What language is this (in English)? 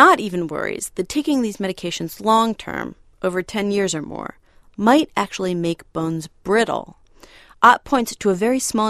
English